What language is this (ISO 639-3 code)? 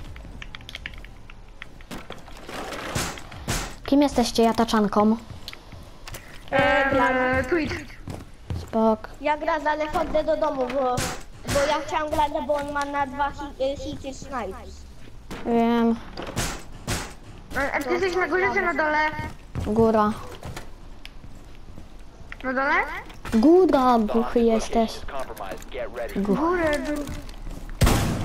pol